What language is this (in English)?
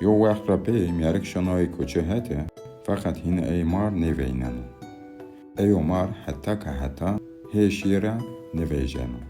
Zaza